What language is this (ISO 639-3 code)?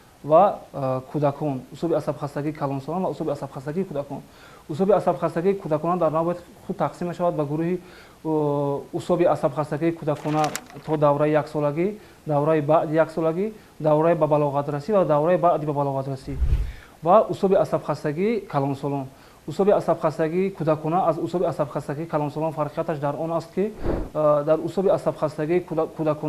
tgk